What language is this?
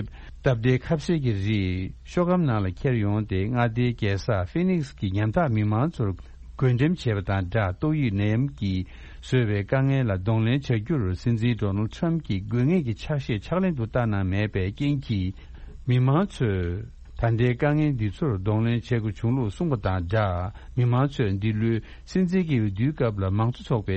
Tibetan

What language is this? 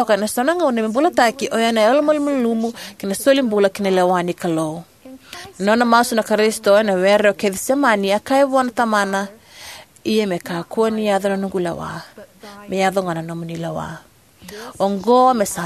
Fijian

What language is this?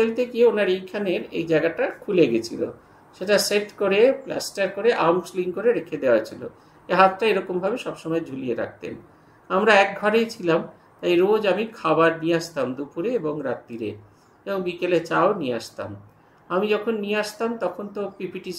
Bangla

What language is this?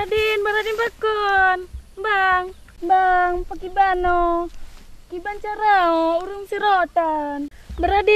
Achinese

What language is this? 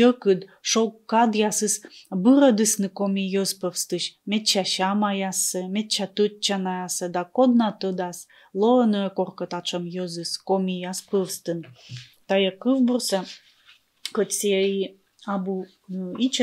Komi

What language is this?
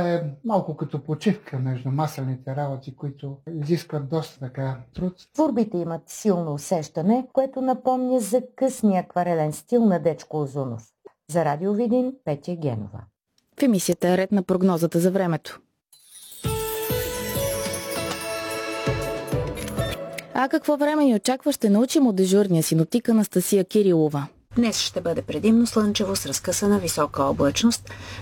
Bulgarian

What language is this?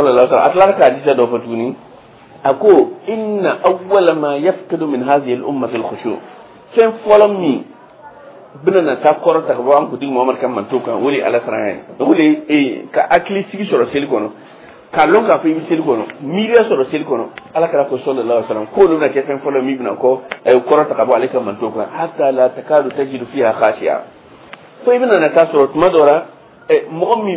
Dyula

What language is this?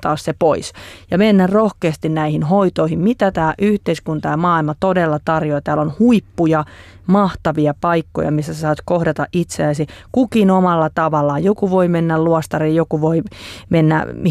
Finnish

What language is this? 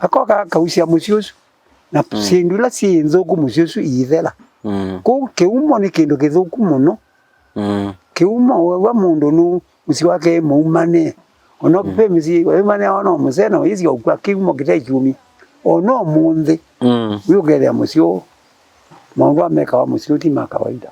Kamba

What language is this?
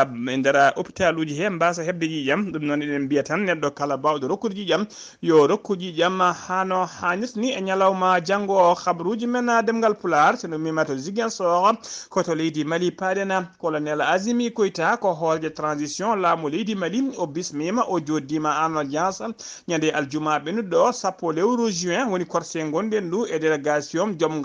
Fula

